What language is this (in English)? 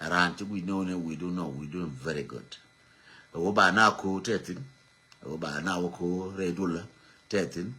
Nuer